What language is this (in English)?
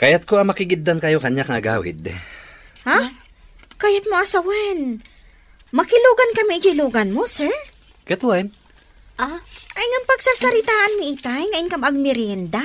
Iloko